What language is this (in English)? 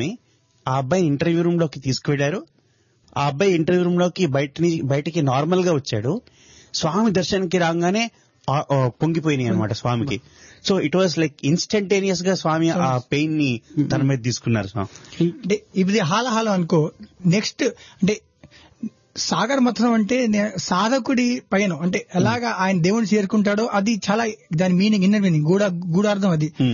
Telugu